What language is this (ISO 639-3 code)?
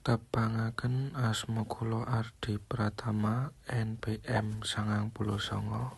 jav